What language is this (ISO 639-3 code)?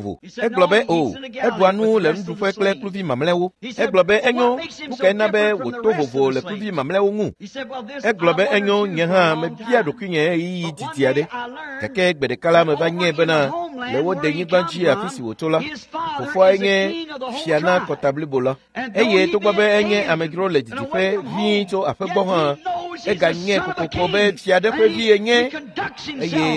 ewe